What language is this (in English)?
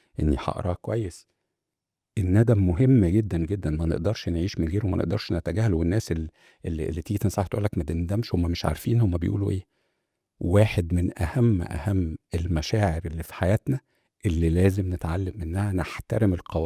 Egyptian Arabic